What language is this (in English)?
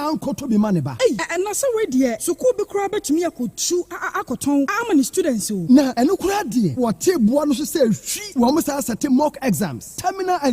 Akan